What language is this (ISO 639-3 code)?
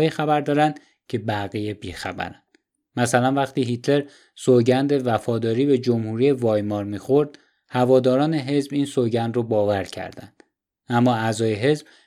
fas